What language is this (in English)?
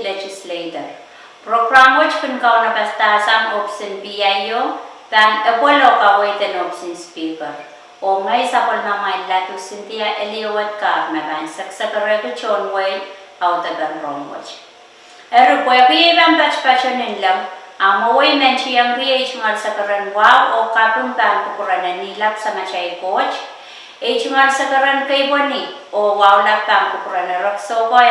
Pohnpeian